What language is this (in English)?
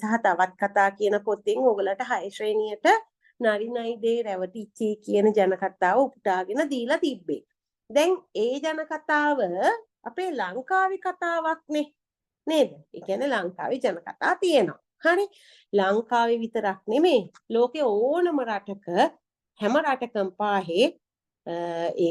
Sinhala